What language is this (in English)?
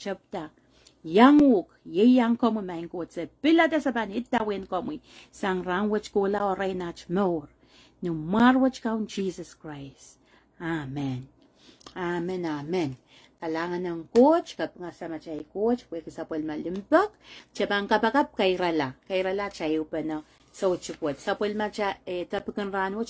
Pohnpeian